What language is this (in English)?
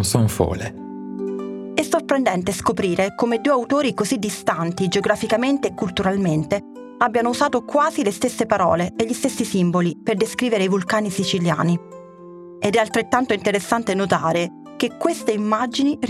Italian